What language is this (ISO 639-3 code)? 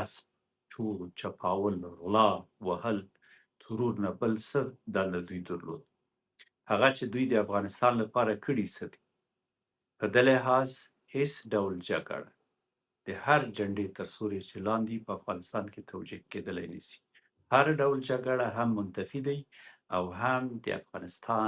pus